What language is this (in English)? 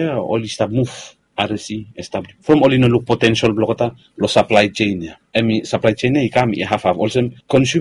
Bislama